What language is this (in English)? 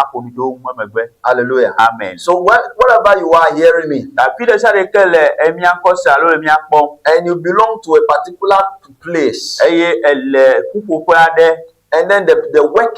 Ewe